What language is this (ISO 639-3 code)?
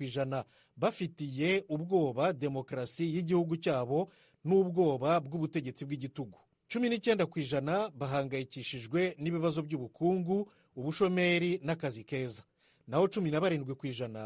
kin